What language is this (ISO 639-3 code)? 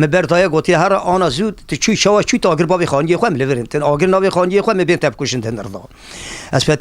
kur